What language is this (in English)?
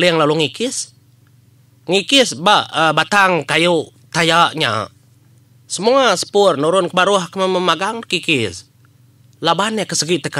Iban